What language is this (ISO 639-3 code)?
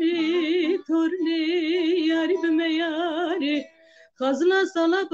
kur